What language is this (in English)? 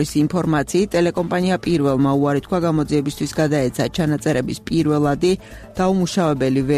Georgian